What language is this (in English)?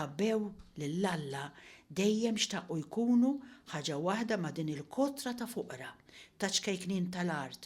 Maltese